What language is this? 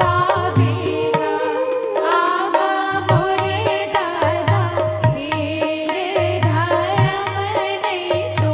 Chhattisgarhi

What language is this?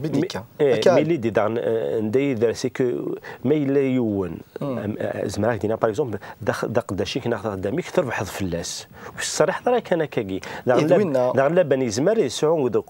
Kabyle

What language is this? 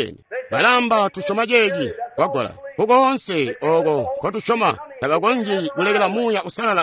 Tonga (Zambia)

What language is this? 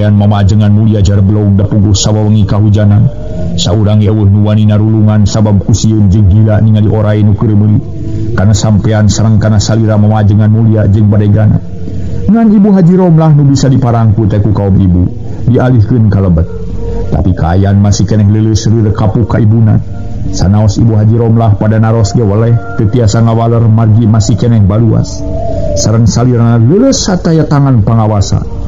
Sundanese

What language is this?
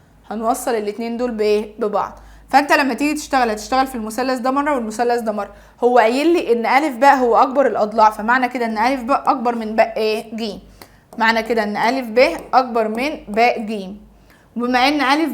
Egyptian Arabic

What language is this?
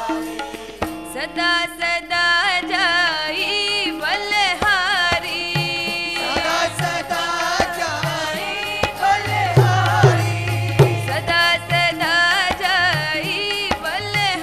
Hindi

